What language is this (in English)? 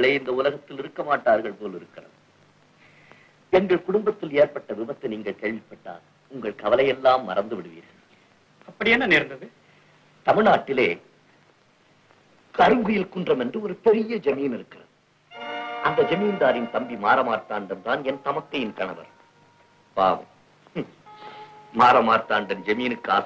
Tamil